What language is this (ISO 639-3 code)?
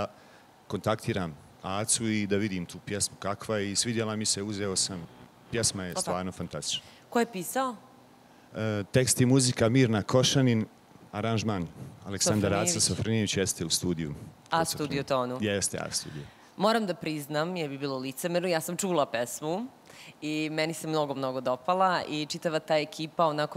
srp